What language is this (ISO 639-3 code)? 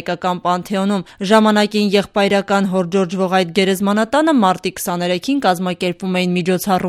hye